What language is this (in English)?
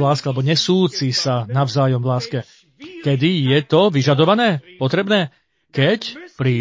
Slovak